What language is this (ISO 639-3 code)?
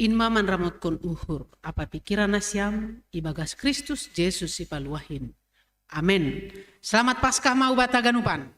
bts